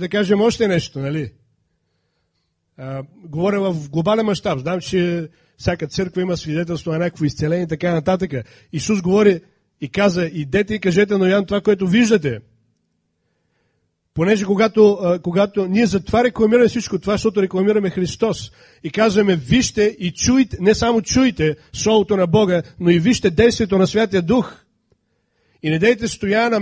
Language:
Bulgarian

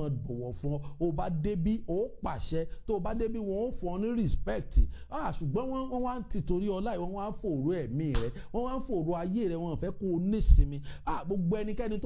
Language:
Yoruba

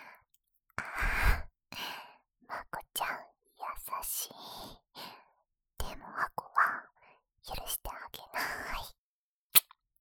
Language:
Japanese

